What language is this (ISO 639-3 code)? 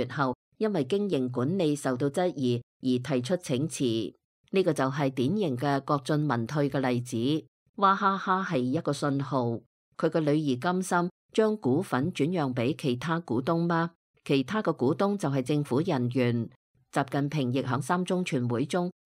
yue